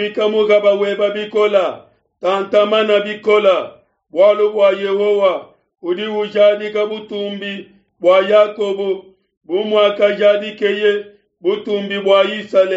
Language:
Luba-Lulua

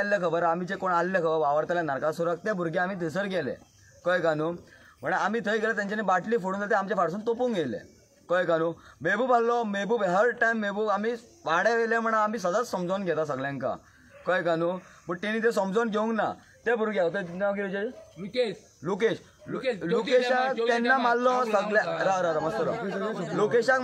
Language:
Konkani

